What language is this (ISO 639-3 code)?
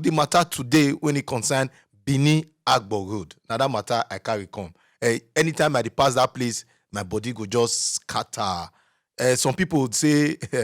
pcm